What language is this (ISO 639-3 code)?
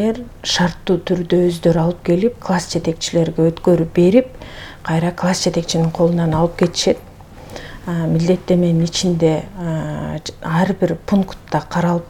kir